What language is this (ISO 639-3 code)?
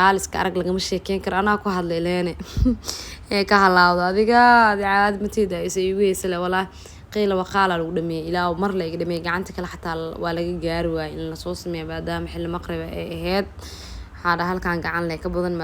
som